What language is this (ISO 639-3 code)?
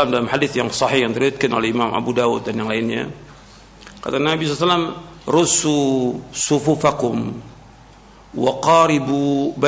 ind